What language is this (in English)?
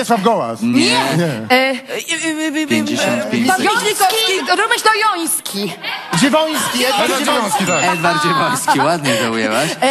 Polish